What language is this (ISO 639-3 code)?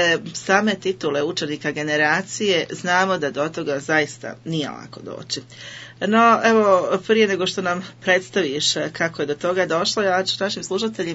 hrv